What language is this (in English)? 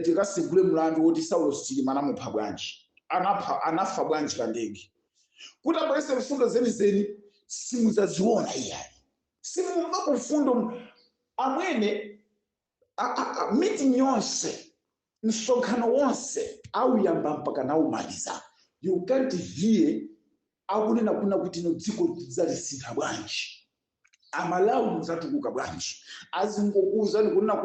Nyanja